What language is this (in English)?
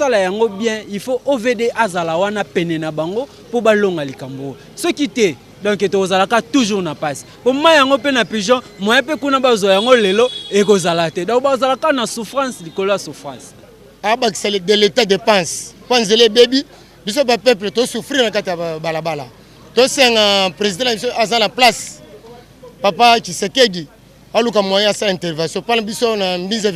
Lingala